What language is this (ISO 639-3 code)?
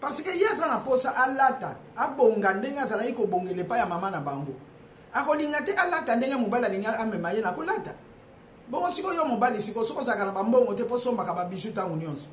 lin